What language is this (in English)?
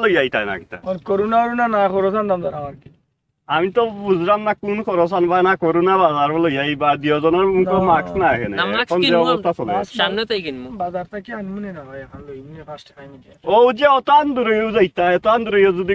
Sylheti